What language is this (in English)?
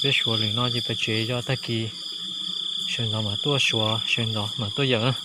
Hmong